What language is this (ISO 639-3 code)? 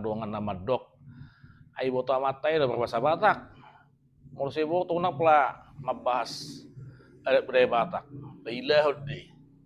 bbc